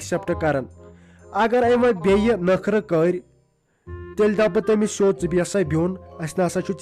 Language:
Kashmiri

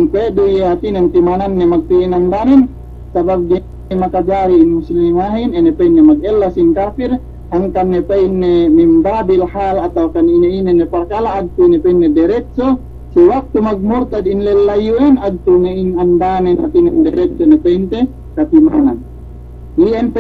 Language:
Yakan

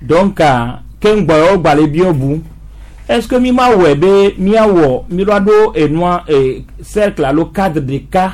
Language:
Gen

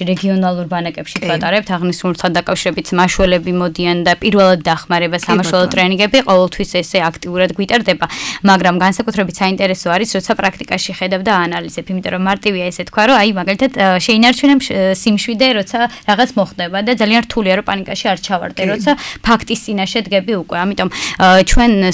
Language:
Georgian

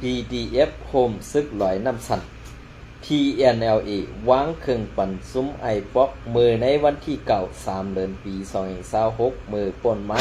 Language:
Shan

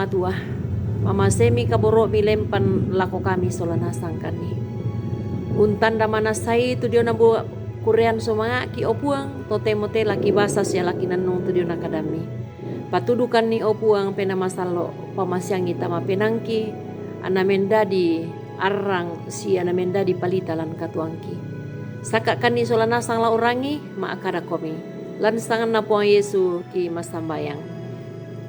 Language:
Toraja-Sa'dan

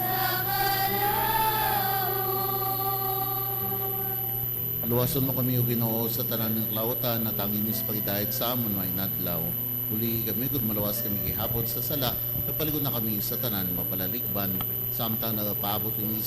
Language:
Hiligaynon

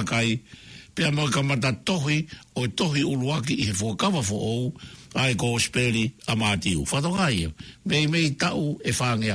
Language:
Tongan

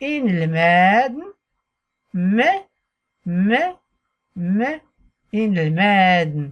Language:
Tachelhit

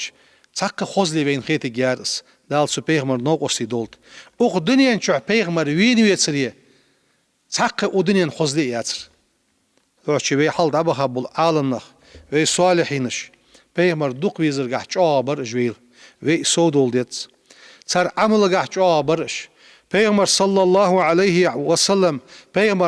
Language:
Ingush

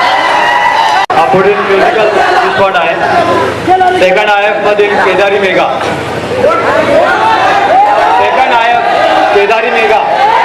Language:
Marathi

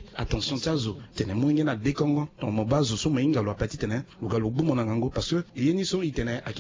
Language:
Sango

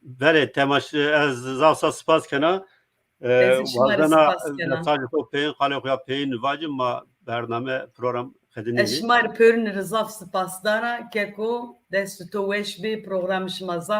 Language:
Zaza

